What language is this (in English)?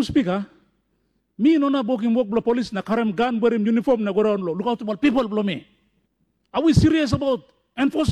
Tok Pisin